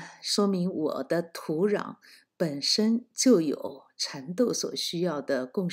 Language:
Chinese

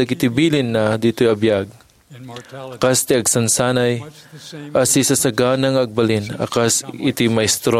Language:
Iloko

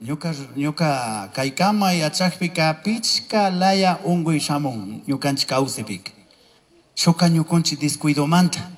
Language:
Chimborazo Highland Quichua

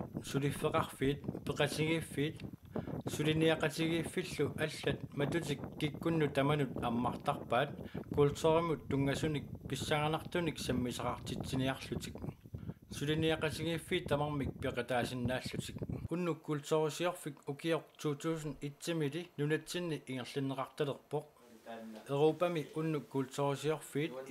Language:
Kalaallisut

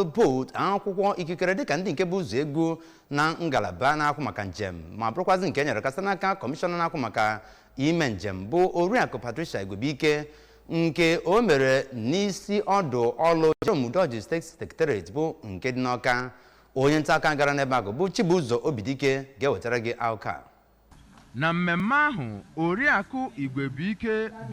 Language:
Igbo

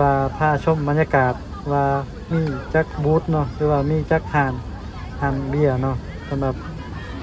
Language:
Lao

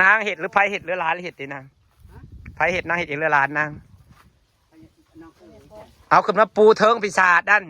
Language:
Northeastern Thai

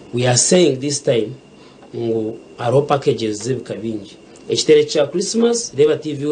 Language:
Nyankole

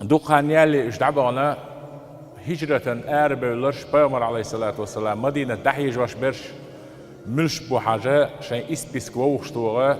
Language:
Chechen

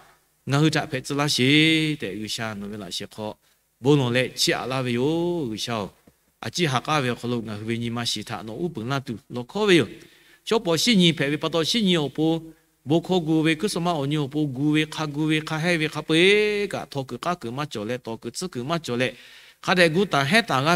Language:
Lahu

